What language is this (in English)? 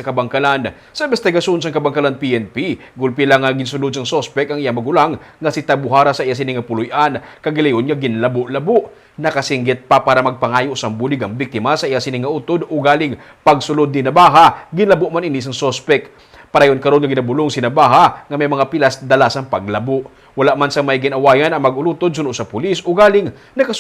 Hiligaynon